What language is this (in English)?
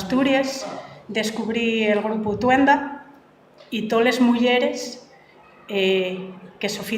Asturian